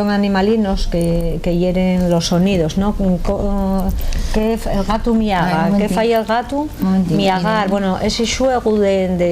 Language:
Asturian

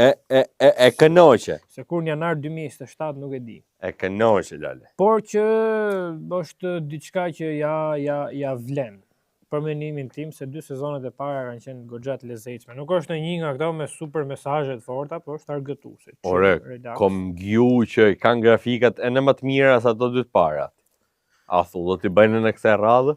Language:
Albanian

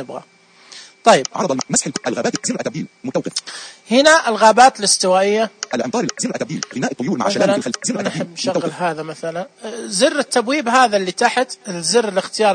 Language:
Najdi Arabic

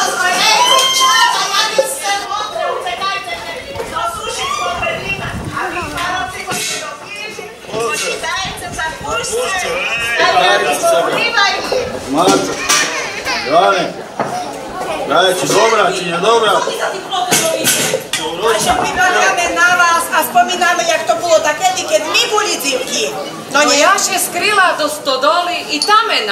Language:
Slovak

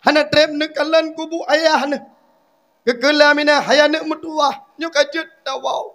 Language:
Achinese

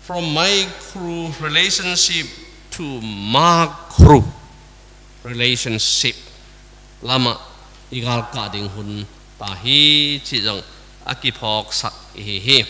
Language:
Tedim Chin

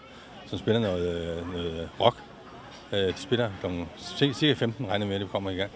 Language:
Danish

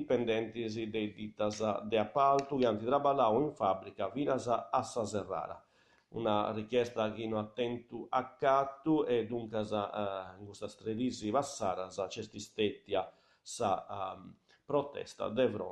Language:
Sardinian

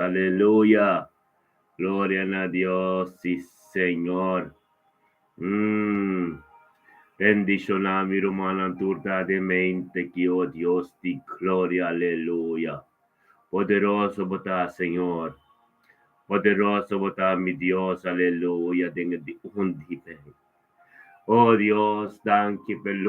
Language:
Papiamento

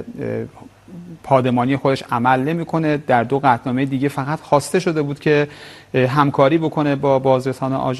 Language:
Persian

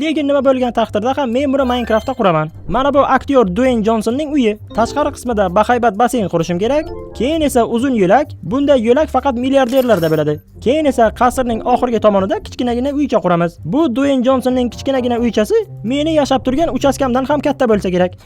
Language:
Uzbek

